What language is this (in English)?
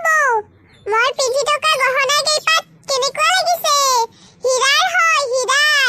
Assamese